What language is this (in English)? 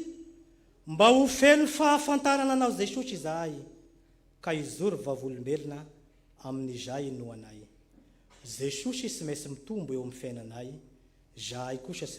Malagasy